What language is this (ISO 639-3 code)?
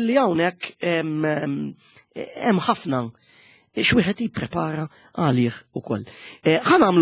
mlt